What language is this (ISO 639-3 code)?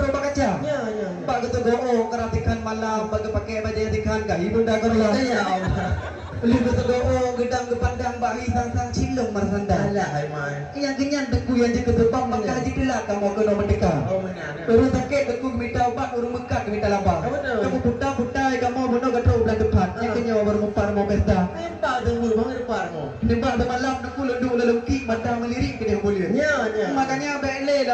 ace